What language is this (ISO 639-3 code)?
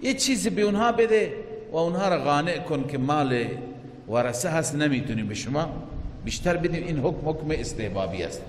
fas